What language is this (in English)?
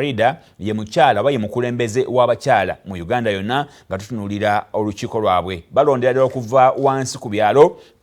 Ganda